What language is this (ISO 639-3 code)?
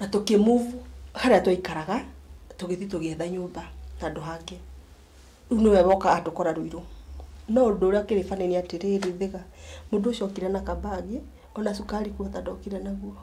kik